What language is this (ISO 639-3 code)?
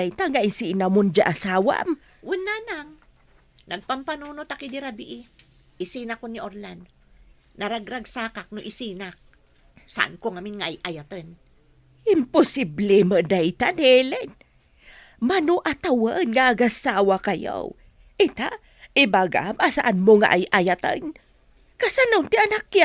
ilo